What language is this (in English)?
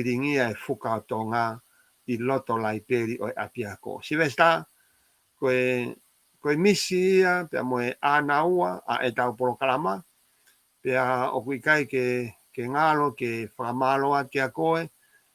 Tongan